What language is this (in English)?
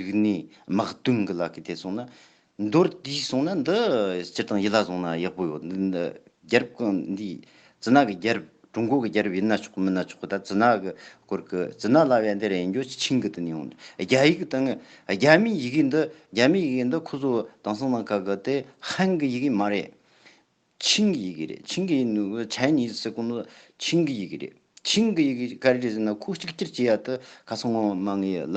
Tibetan